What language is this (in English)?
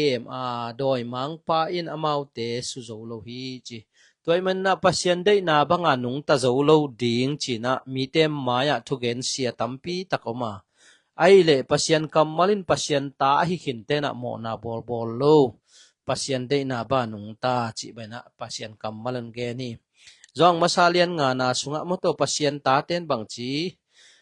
Tedim Chin